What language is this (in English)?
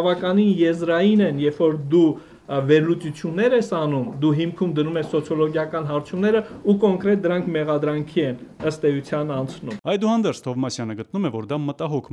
Armenian